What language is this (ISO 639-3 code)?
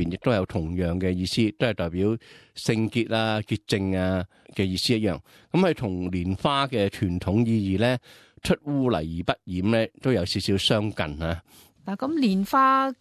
yue